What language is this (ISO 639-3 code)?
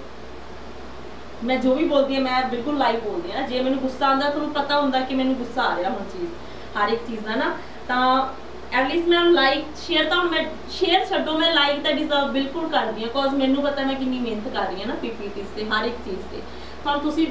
pan